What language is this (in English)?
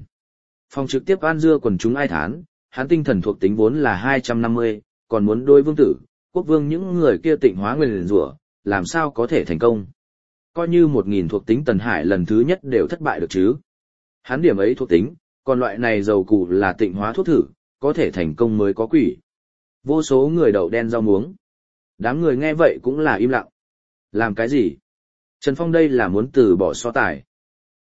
Vietnamese